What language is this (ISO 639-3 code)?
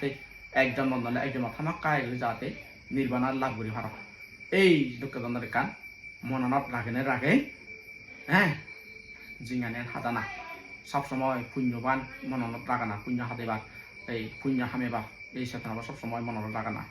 ccp